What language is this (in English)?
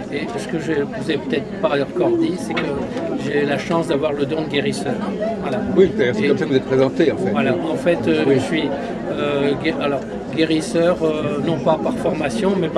French